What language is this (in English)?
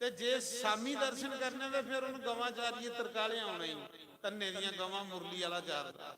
Dogri